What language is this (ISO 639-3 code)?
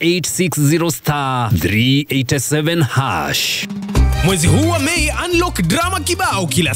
kik